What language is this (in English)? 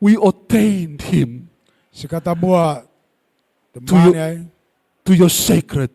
Gilbertese